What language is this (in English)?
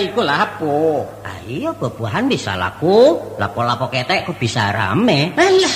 Minangkabau